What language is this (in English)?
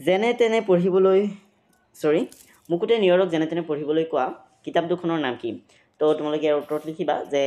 Assamese